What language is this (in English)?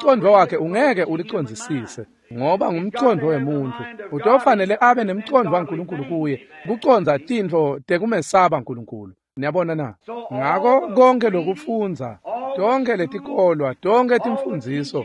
Swati